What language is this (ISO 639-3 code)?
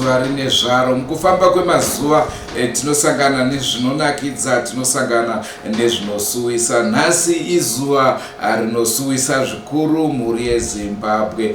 sna